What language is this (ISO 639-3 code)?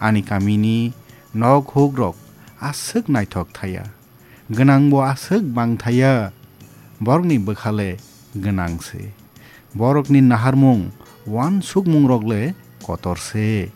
trp